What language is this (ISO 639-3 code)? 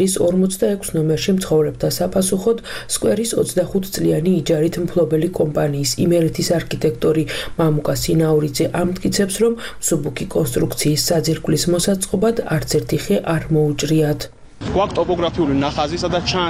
kat